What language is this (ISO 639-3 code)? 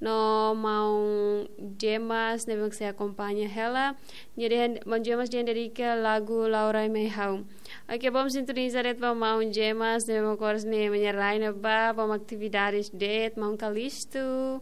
tet